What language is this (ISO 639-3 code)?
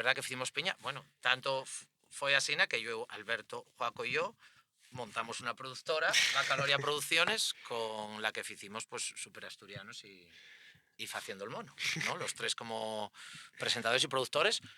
ast